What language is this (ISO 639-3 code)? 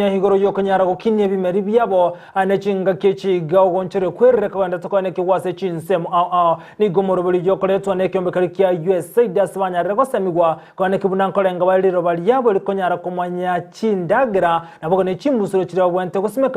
guz